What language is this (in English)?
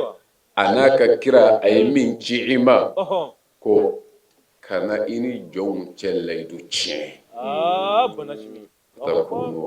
Bambara